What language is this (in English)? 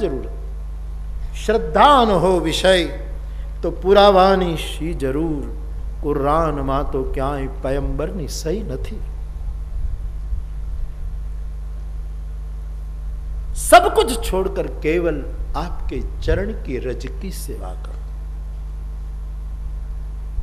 Hindi